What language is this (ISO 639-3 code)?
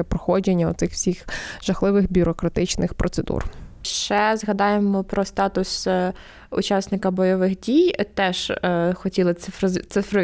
ukr